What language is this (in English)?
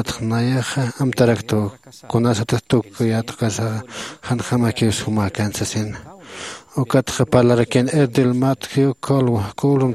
Aymara